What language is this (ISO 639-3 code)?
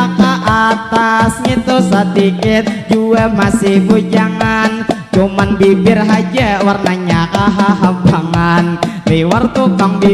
bjn